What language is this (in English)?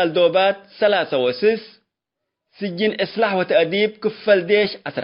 Tigre